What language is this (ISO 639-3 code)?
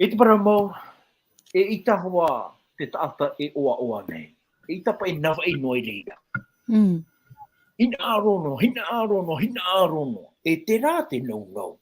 tah